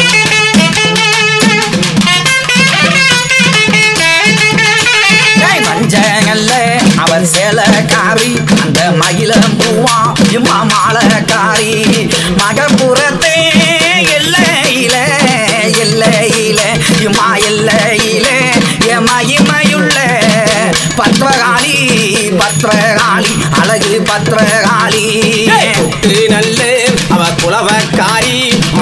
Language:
Tamil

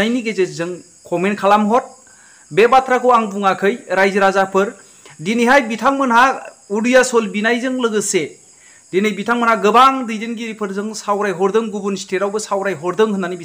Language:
Bodo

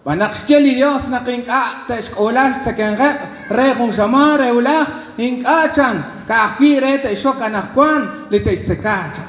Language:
Kekchí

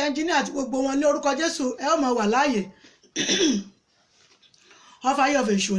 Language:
Yoruba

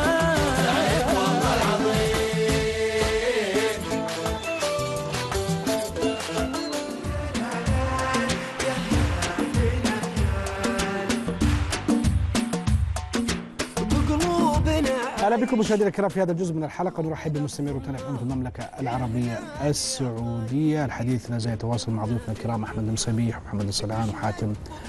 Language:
Arabic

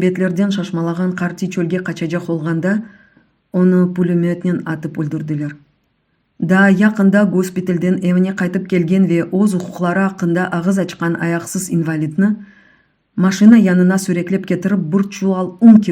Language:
Crimean Tatar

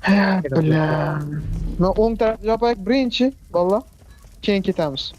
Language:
Kara-Kalpak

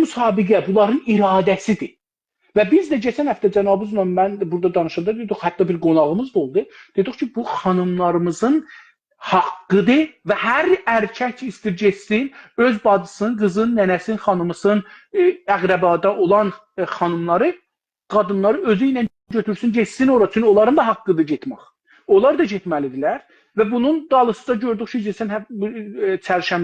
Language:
South Azerbaijani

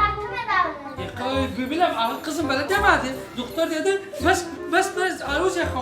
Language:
South Azerbaijani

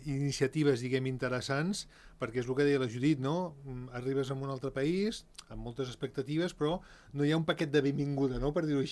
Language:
Catalan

